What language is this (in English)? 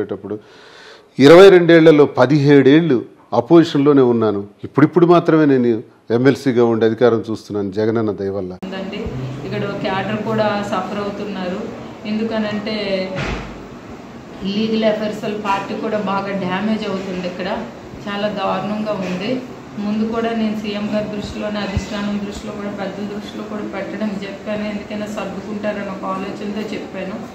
Telugu